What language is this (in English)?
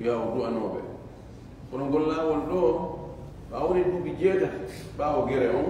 Fula